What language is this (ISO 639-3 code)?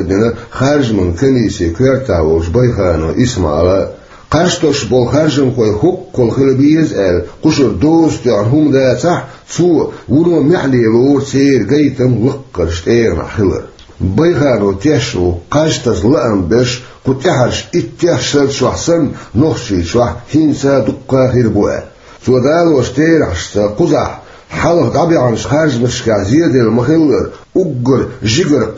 che